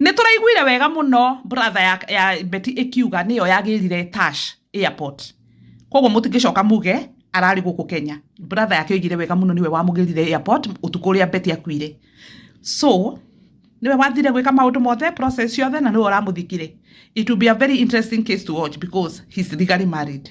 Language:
Kikuyu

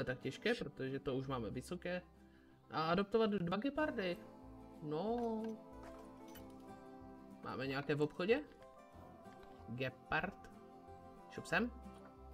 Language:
Czech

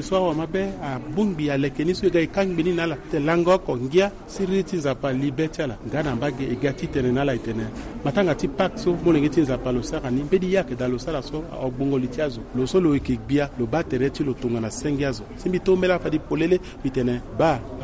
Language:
Sango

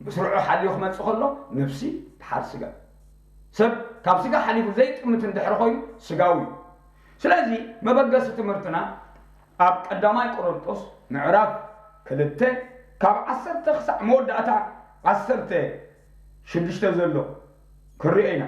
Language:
Tigrinya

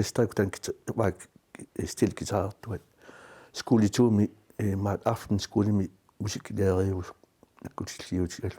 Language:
Kalaallisut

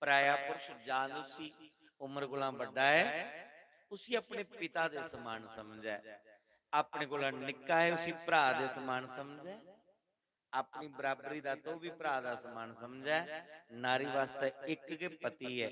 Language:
Dogri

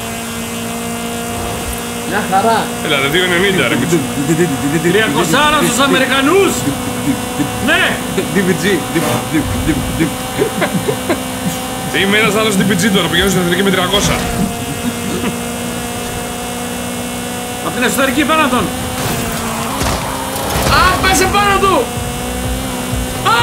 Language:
Greek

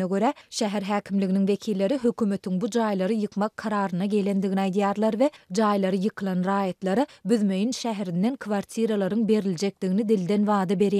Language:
Turkmen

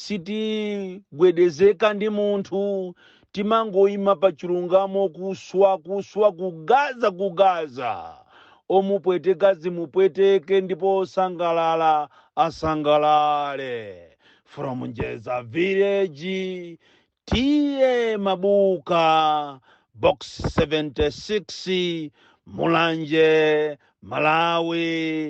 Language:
Nyanja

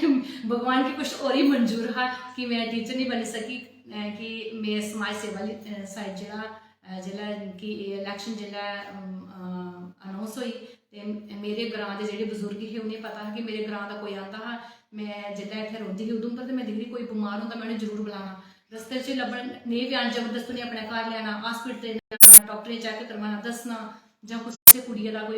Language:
Dogri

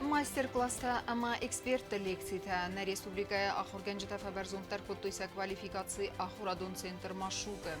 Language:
Ossetic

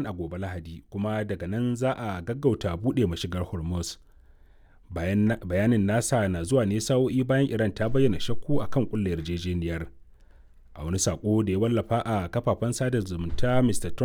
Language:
Hausa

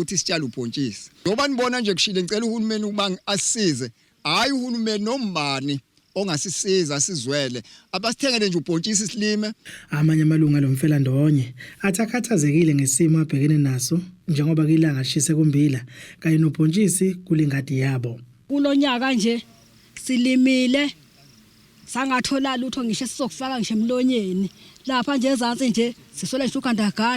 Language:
Zulu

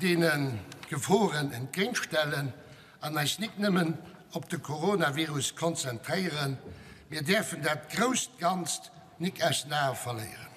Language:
Luxembourgish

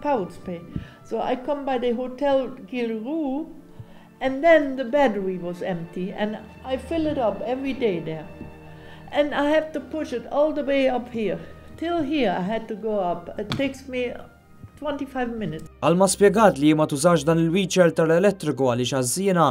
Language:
Maltese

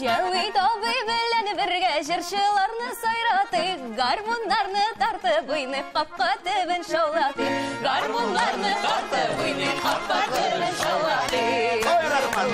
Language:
Tatar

